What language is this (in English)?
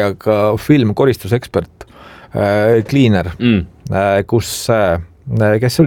Estonian